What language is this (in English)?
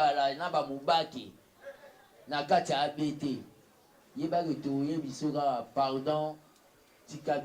Lingala